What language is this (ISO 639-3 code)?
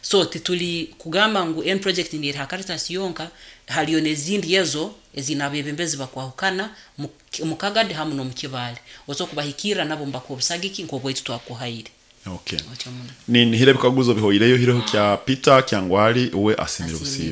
nyo